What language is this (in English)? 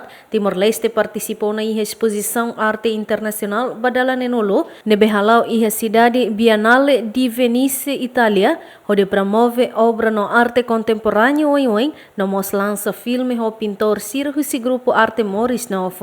Tetum